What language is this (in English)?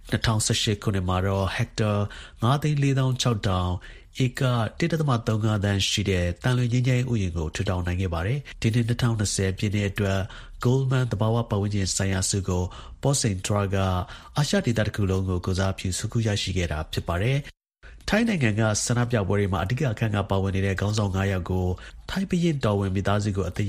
Burmese